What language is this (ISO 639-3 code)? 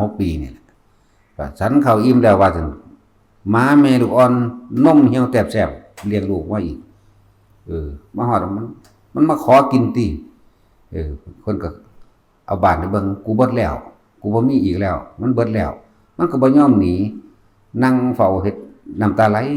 tts